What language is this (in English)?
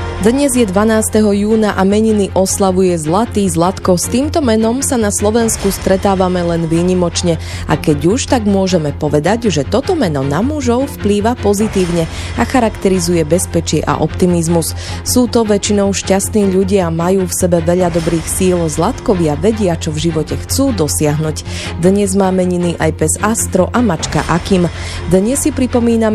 Slovak